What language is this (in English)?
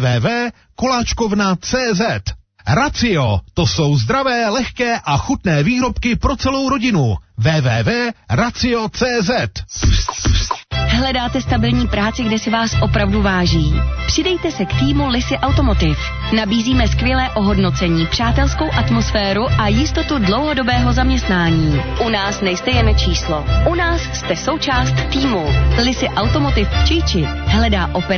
Czech